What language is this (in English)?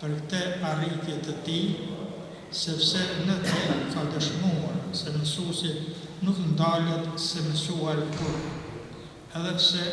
Albanian